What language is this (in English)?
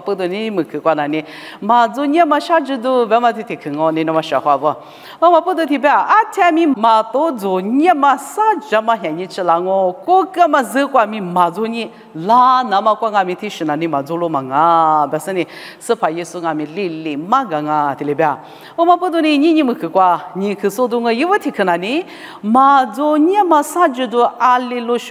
Lisu